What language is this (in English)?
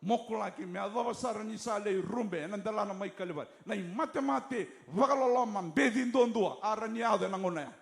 Fijian